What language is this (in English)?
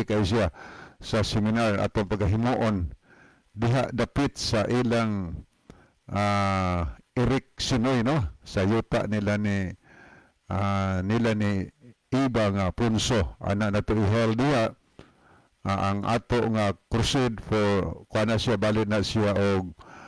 Cebuano